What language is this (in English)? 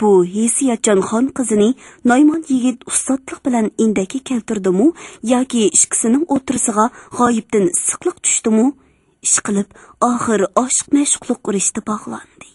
Uyghur